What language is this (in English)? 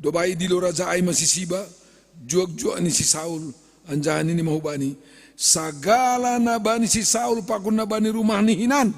Batak Simalungun